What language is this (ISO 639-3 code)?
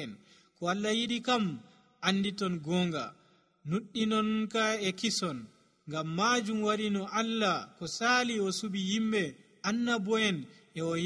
fuv